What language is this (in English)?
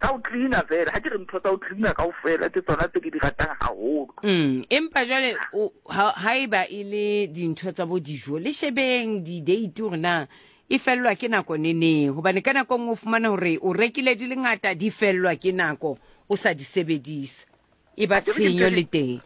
Southern Sotho